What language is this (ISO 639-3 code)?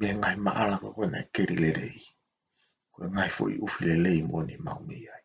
ton